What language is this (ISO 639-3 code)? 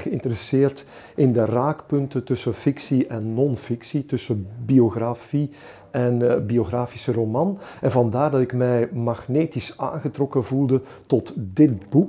nld